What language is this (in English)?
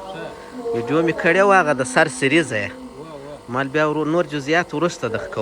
Pashto